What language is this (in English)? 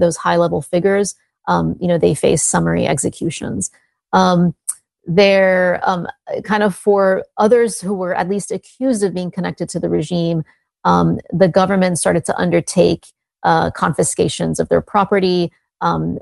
English